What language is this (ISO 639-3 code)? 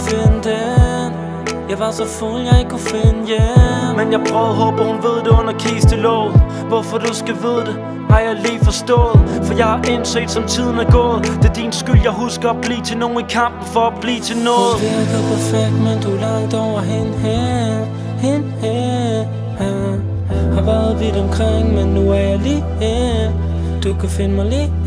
dan